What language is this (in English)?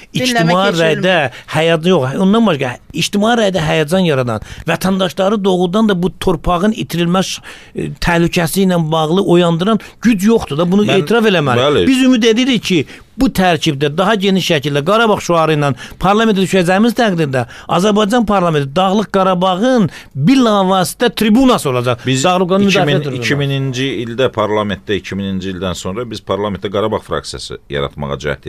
Azerbaijani